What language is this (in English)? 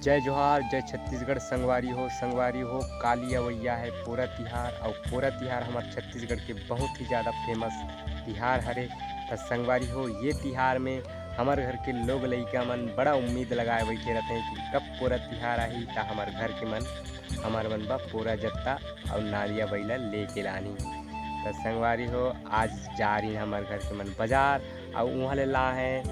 Chhattisgarhi